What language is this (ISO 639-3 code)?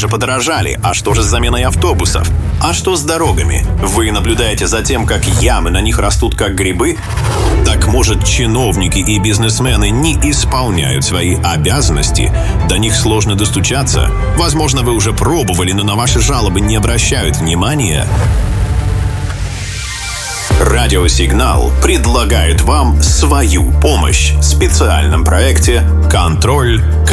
rus